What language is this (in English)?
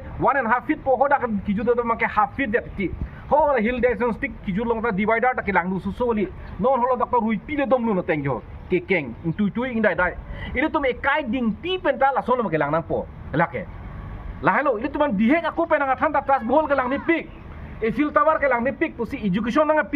Karbi